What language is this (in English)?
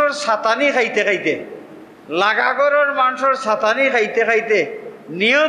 Sylheti